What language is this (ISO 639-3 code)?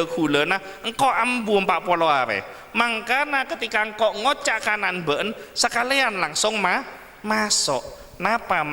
mad